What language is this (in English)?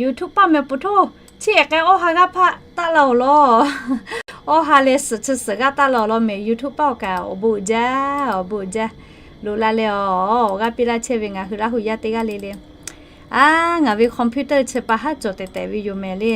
Lahu